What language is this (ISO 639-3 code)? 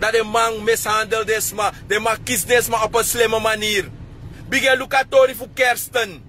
srn